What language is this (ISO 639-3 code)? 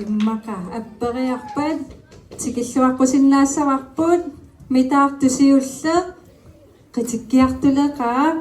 kal